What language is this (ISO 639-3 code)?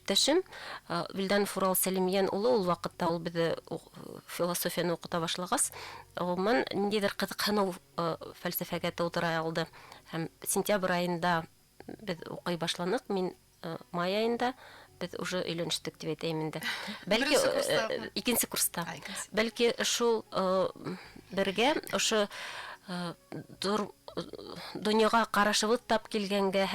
bak